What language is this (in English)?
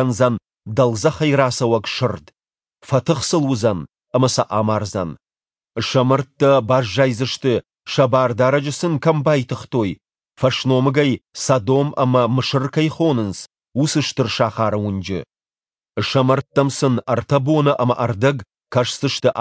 Ossetic